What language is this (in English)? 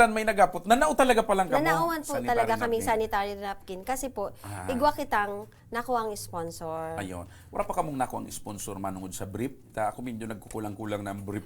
Bikol